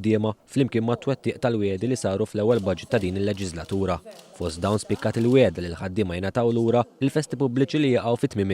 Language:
Maltese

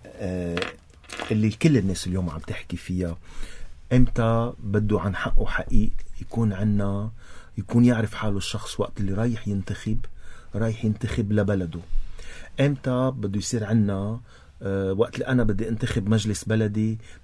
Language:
North Levantine Arabic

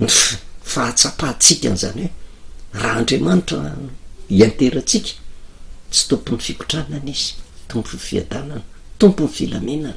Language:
Malagasy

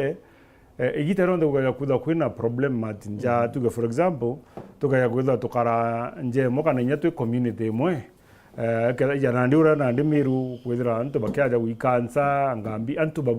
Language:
Meru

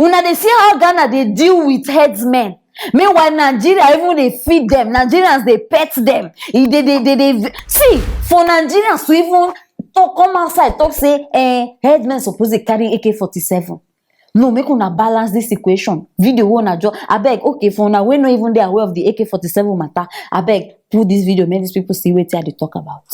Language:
Nigerian Pidgin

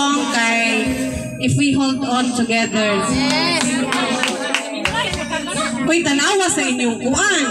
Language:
Cebuano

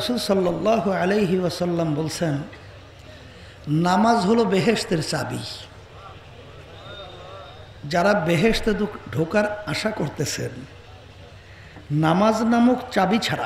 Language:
Bangla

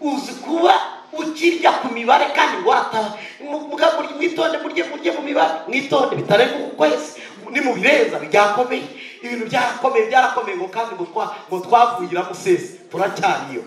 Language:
Kinyarwanda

